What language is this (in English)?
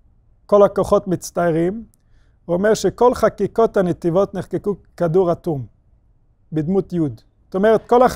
Hebrew